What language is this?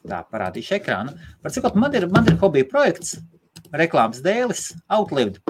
Latvian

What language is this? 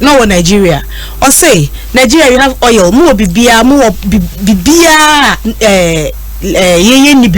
Akan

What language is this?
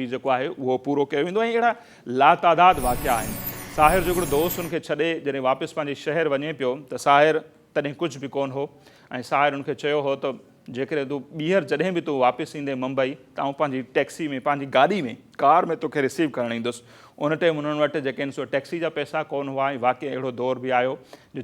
Sindhi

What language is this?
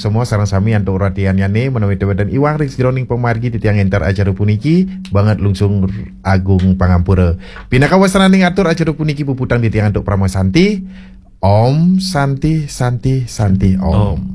Balinese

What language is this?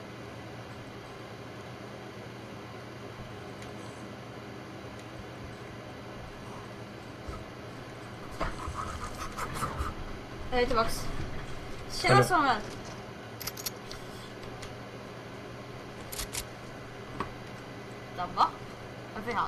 Swedish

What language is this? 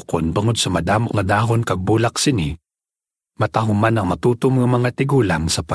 Hiligaynon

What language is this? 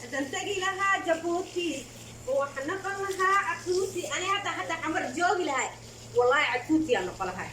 Somali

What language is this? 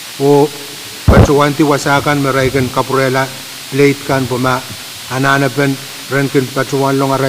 Pohnpeian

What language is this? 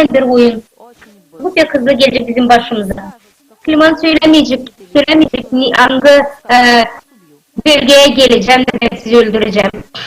Gagauz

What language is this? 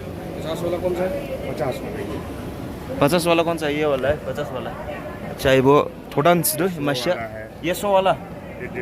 Dimasa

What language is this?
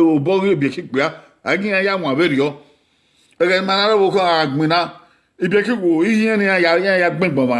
Bini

